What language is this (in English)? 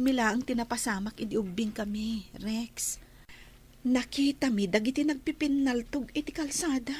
Iloko